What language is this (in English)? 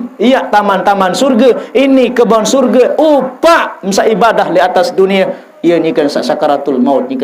Sasak